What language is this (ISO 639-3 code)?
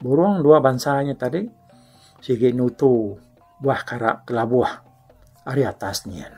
iba